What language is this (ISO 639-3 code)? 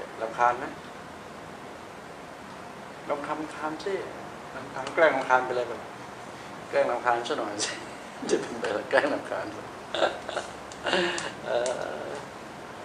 tha